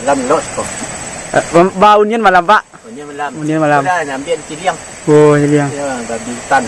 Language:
Minangkabau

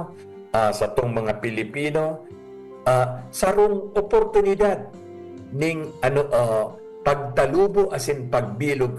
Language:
Bikol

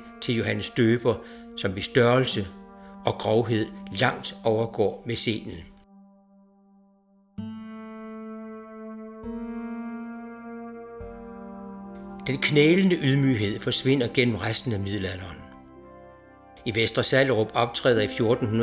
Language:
Danish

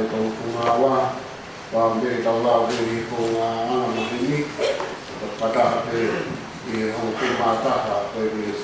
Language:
Tongan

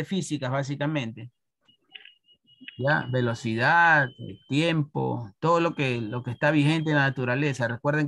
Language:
Spanish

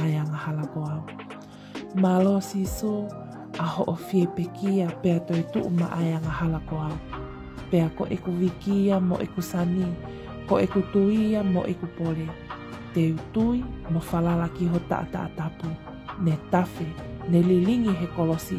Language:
Tongan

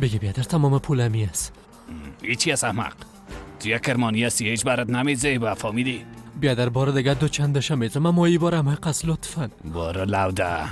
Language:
Persian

